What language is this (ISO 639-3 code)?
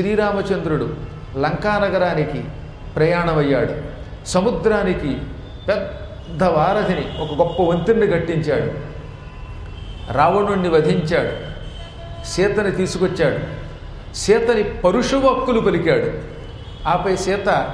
tel